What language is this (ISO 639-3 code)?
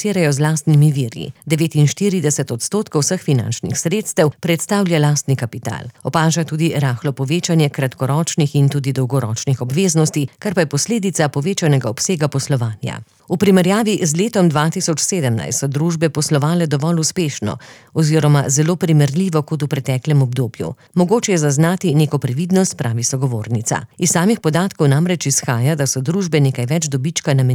slv